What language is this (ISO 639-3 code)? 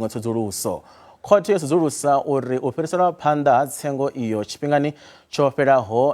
ven